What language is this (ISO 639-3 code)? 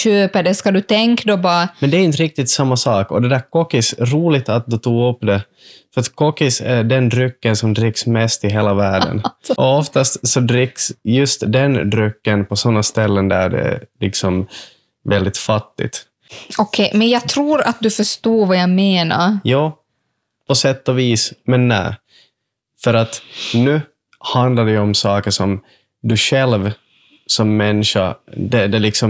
swe